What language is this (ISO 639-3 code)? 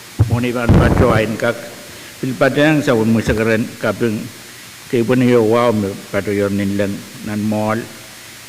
pon